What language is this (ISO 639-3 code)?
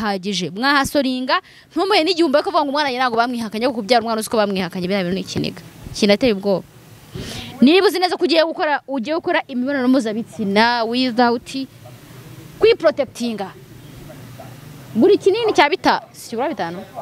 kin